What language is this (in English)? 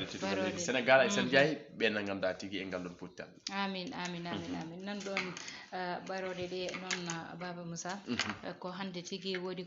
Fula